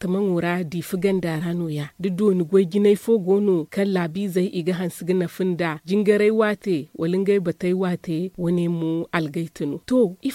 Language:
Zarma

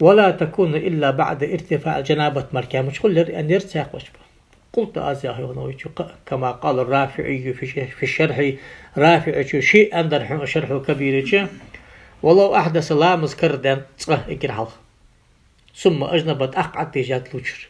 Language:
Ingush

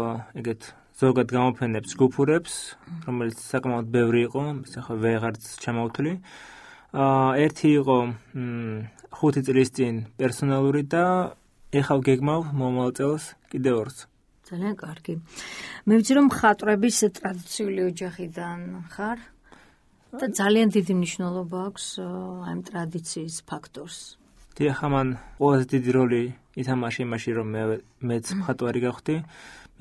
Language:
Georgian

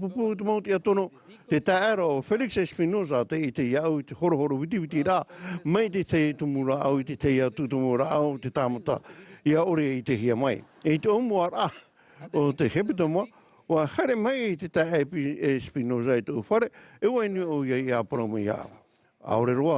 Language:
Tahitian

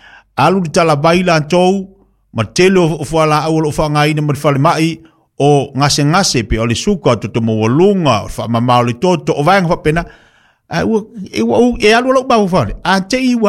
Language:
Samoan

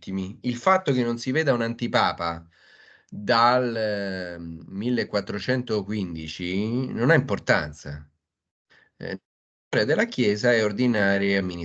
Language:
Italian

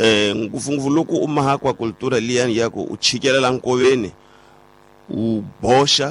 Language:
Tsonga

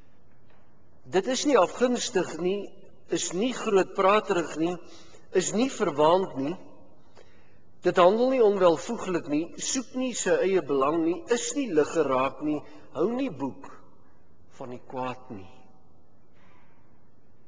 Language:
Afrikaans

